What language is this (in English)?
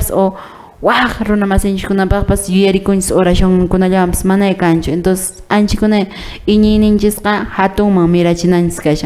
Quechua